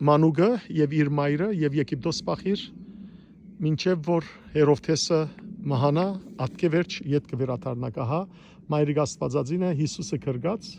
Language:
Western Armenian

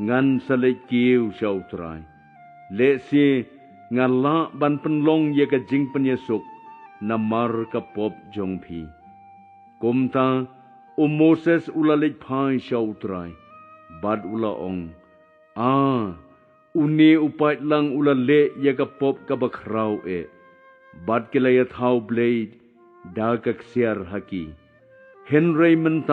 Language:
Khasi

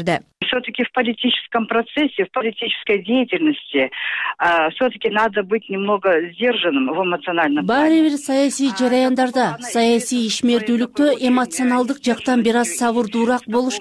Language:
Kyrgyz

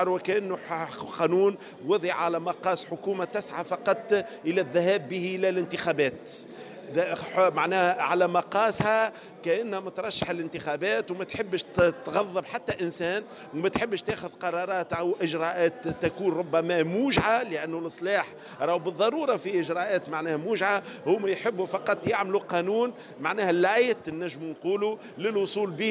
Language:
Tunisian Arabic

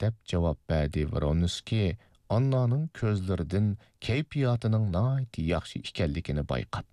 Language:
Uyghur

